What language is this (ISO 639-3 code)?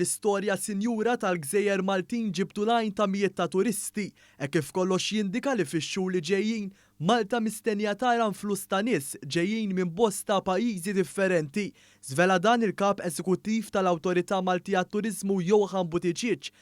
mlt